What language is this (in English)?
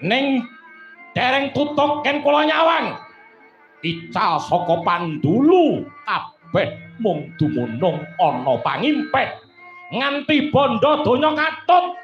Javanese